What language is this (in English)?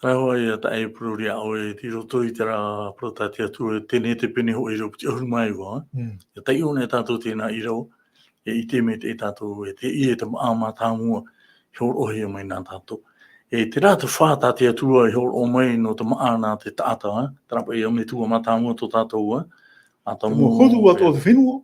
Tahitian